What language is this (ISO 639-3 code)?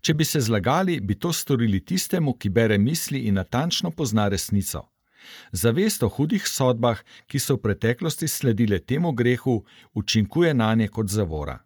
slv